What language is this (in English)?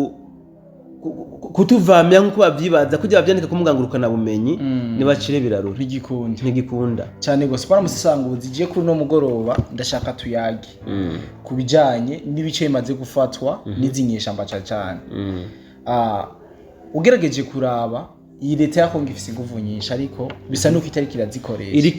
Rundi